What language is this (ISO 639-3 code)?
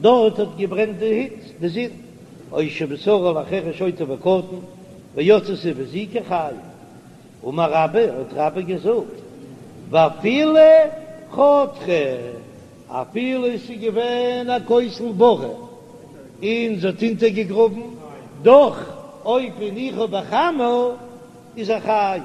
yid